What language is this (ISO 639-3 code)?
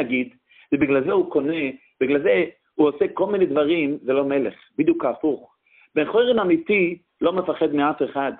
heb